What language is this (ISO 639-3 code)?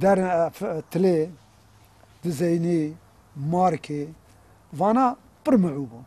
kur